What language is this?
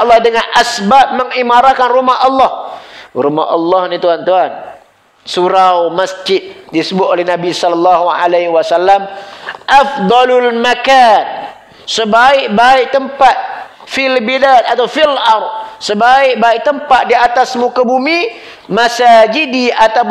Malay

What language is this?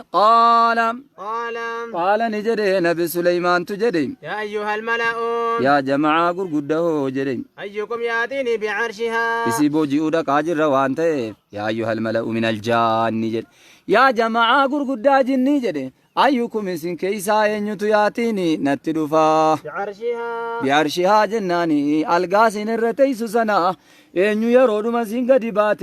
Oromo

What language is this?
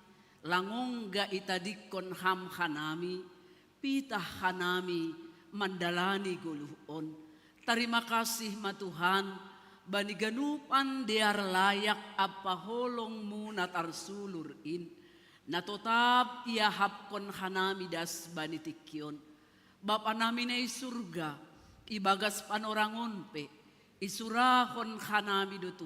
Batak Simalungun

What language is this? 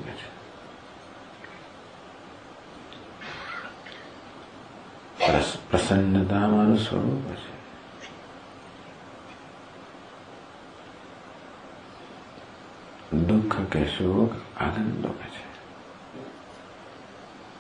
Gujarati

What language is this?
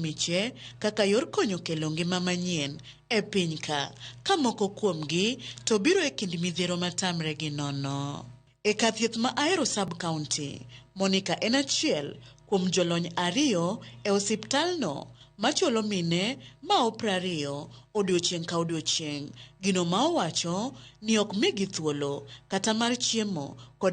Luo (Kenya and Tanzania)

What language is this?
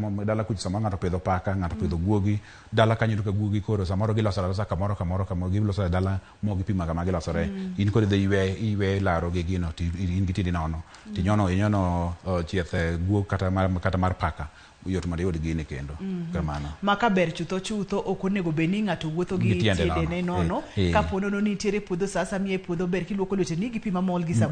Luo (Kenya and Tanzania)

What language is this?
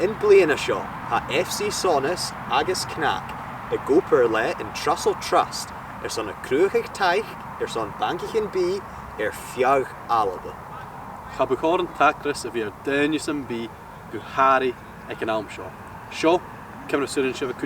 Scottish Gaelic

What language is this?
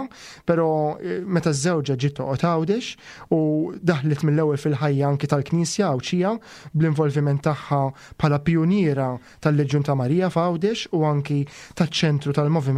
Maltese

